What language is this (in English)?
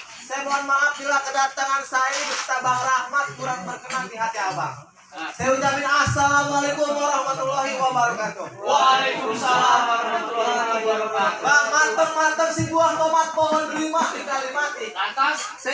Betawi